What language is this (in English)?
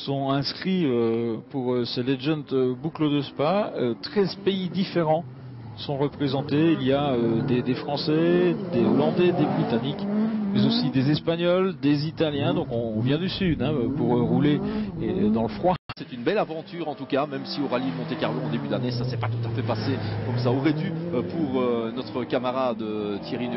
French